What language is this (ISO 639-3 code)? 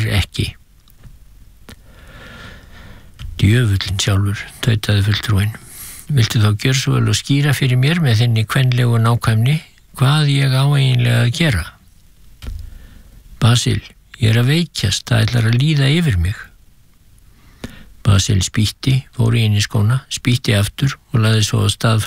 isl